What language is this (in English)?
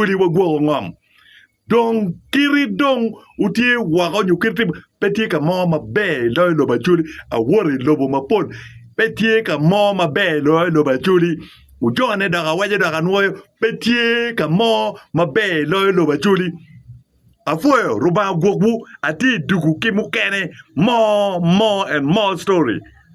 Acoli